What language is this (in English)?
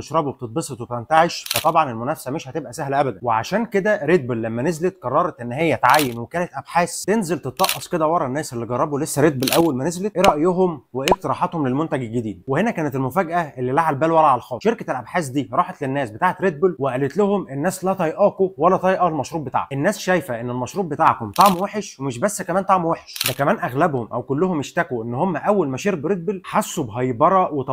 Egyptian Arabic